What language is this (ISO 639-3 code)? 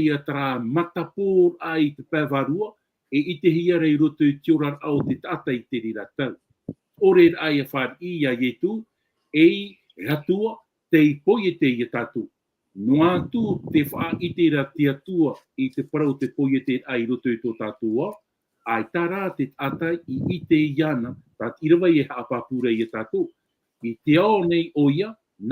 tah